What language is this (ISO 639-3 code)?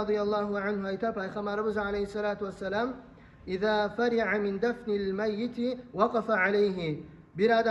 kum